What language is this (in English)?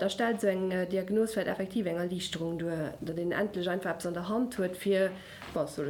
Luxembourgish